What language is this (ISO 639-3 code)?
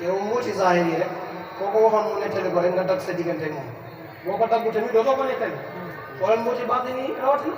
wol